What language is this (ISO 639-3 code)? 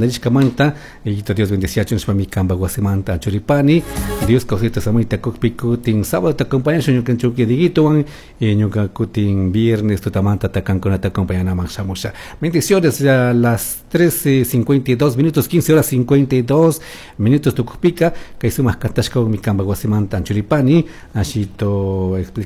qug